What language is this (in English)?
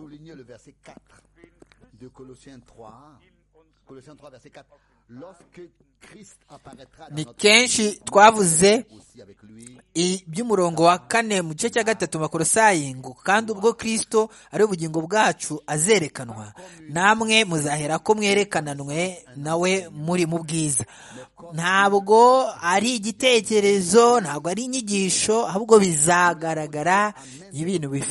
Kinyarwanda